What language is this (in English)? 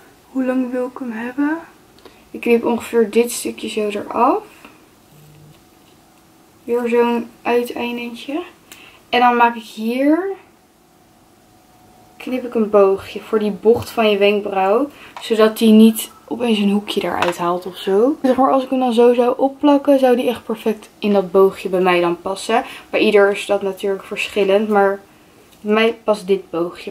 Dutch